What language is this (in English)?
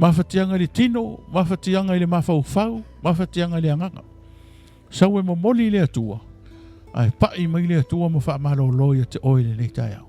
Samoan